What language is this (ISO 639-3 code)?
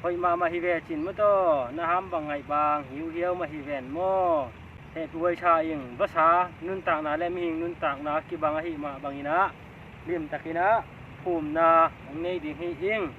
ctd